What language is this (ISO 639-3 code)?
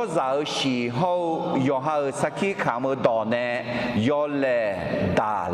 ahk